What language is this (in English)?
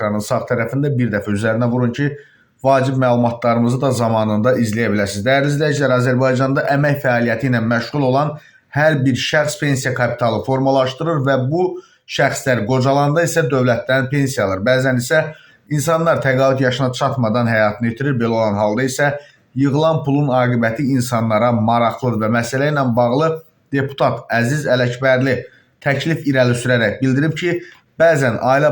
Azerbaijani